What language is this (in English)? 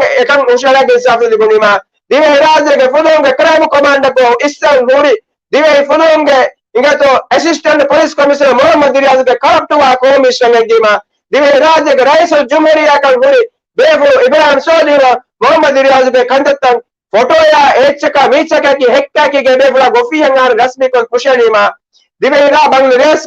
Divehi